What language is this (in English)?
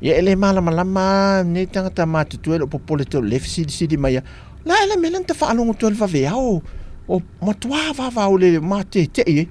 Samoan